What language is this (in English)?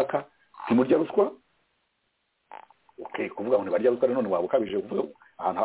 Kinyarwanda